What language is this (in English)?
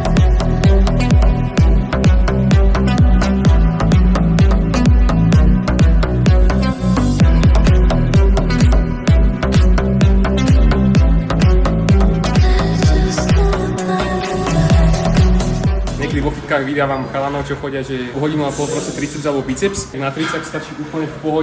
Slovak